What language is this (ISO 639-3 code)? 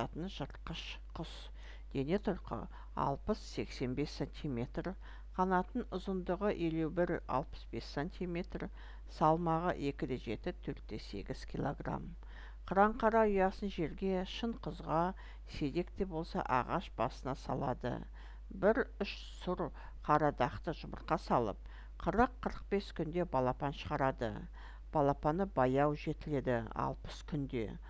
kaz